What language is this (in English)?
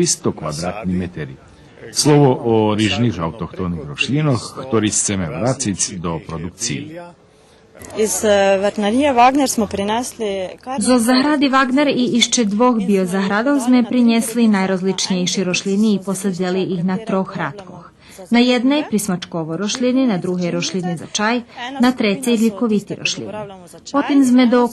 Rusyn